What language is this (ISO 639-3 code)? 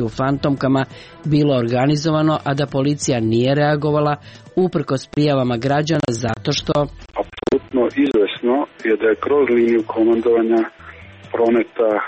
srp